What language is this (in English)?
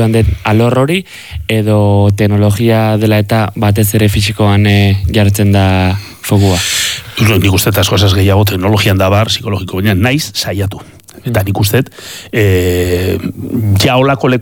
Basque